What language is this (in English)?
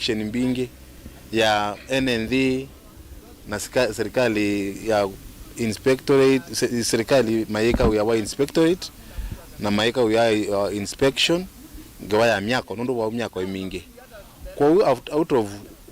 Kamba